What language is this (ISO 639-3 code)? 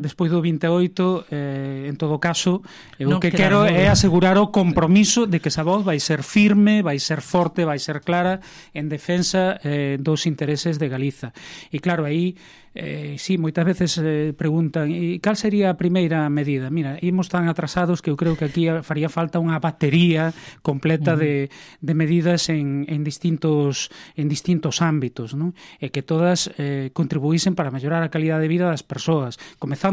glg